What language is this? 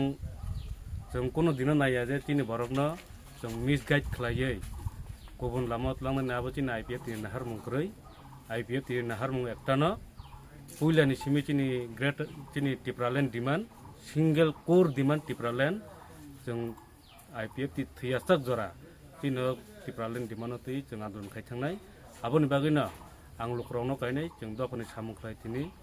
Kok Borok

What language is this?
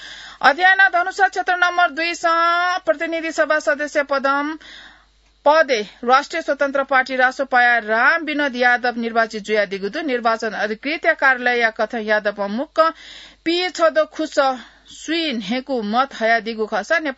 Newari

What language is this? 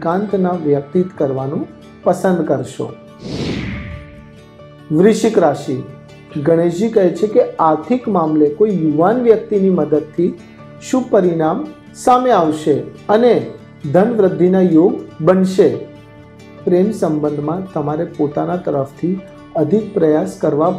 Gujarati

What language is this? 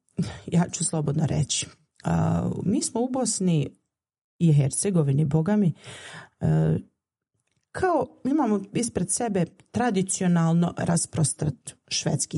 Bosnian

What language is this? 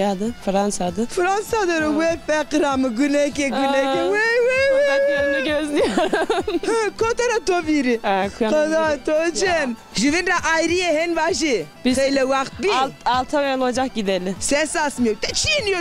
Zaza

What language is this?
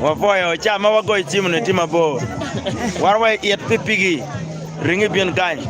Acoli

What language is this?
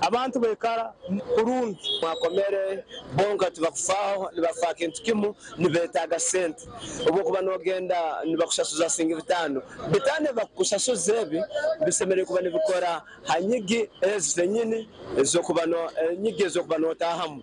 Nyankole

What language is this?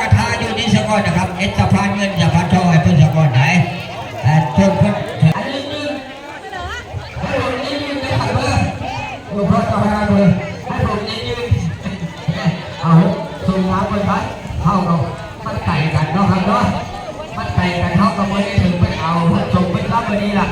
Northeastern Thai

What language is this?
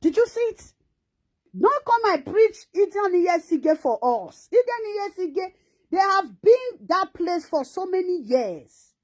Nigerian Pidgin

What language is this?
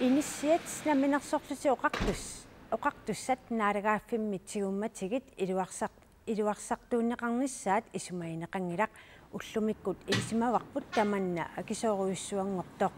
Kalaallisut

